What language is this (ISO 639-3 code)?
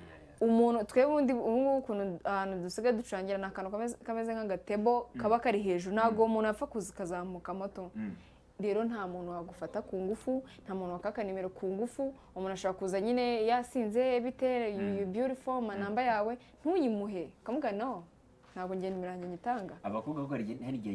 kin